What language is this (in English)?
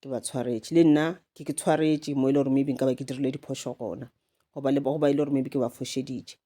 Northern Sotho